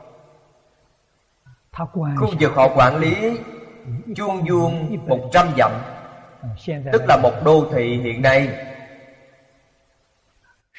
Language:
Vietnamese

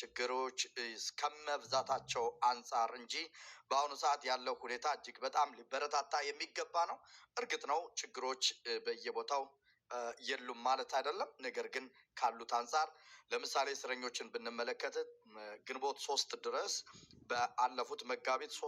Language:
Amharic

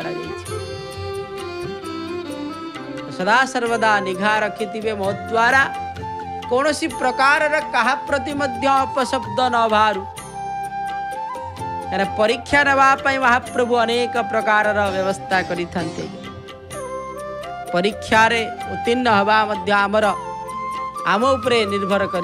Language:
Odia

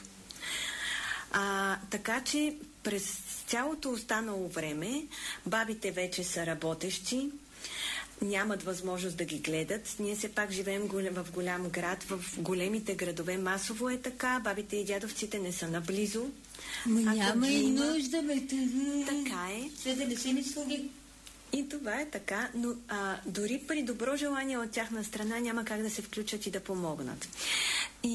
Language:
Bulgarian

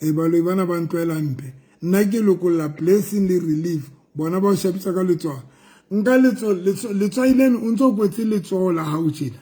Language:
Southern Sotho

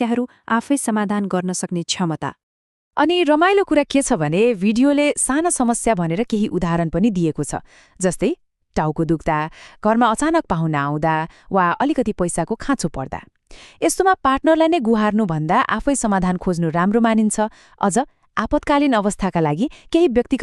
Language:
Nepali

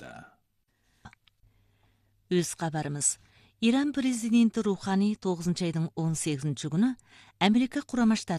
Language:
Kazakh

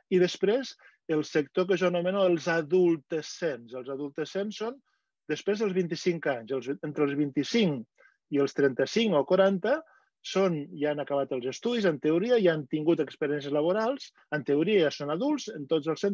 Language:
Catalan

